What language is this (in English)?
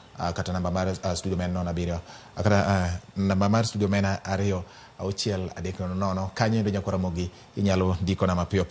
Luo (Kenya and Tanzania)